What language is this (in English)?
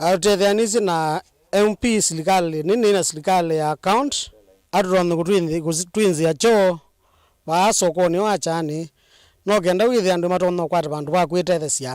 Kamba